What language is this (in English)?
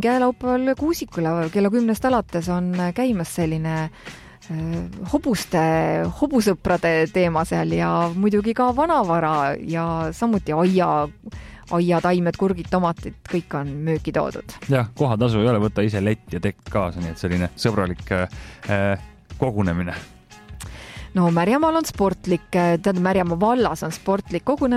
Estonian